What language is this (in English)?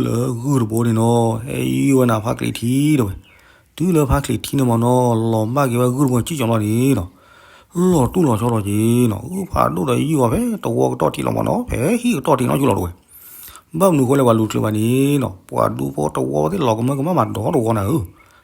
S'gaw Karen